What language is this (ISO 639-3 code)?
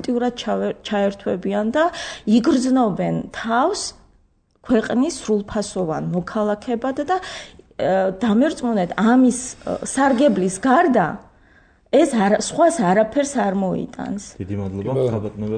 kat